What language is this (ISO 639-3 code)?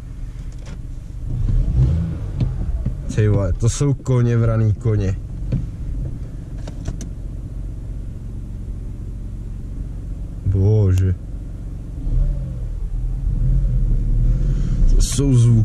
ces